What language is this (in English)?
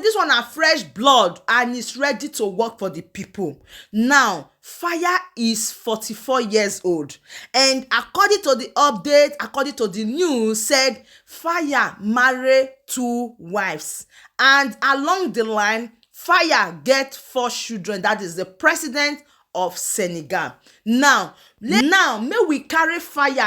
Nigerian Pidgin